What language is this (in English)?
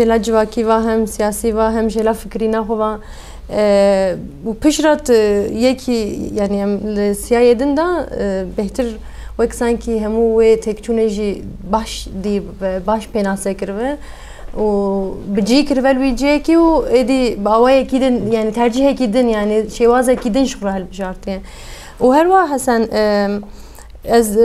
Kurdish